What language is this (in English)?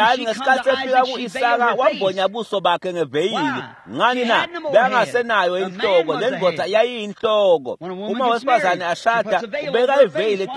Swati